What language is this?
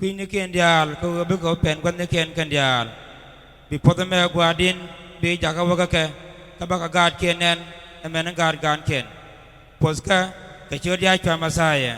Nuer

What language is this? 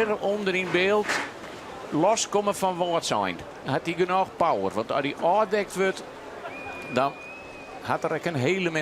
Western Frisian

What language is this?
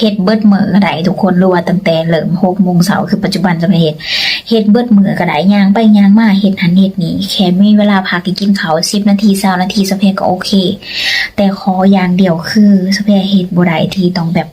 Lao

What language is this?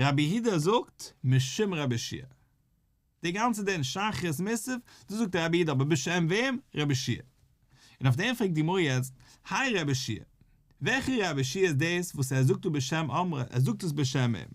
Yiddish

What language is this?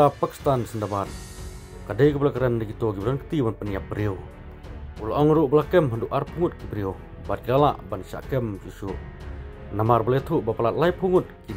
Khasi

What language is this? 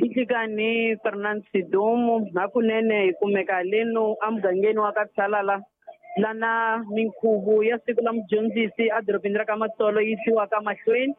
Tsonga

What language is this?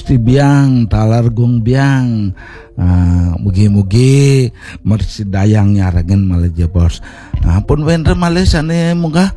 Balinese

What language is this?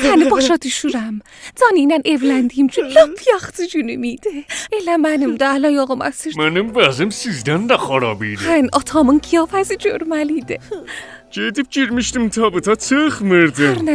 South Azerbaijani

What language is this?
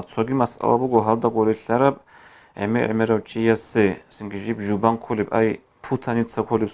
Avaric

